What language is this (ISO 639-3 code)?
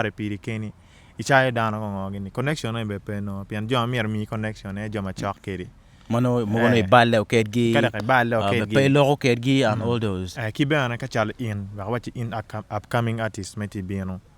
ach